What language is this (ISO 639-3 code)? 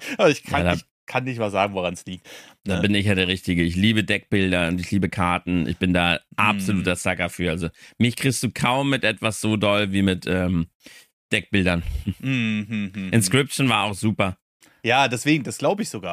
deu